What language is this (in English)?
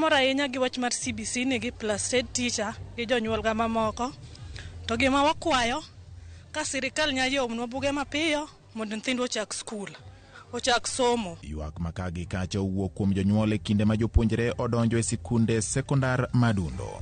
Luo (Kenya and Tanzania)